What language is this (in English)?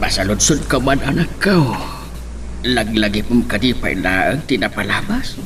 Iloko